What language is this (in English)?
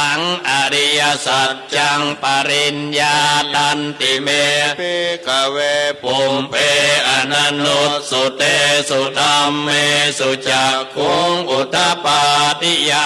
Pali